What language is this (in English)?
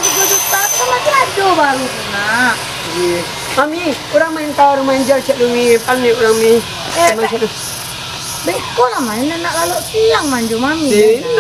Minangkabau